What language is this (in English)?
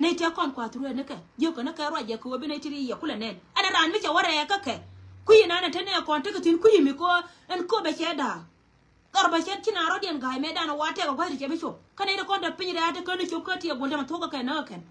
Nuer